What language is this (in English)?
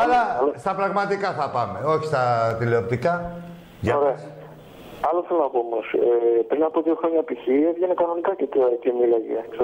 Greek